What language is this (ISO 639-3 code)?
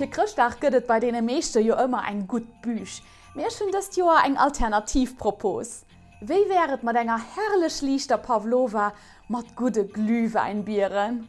ltz